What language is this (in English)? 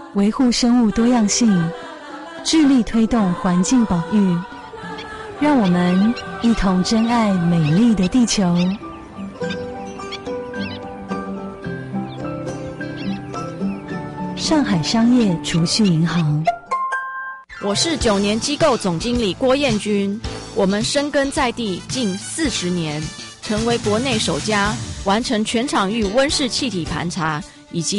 Chinese